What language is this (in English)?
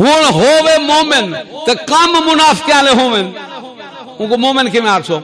Saraiki